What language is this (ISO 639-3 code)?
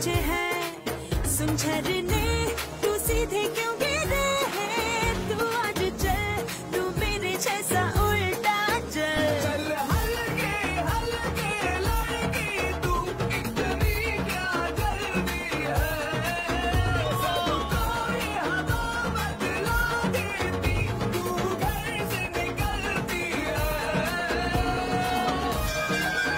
hin